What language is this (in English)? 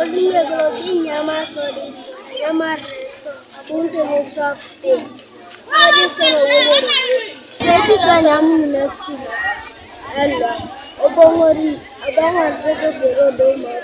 Teso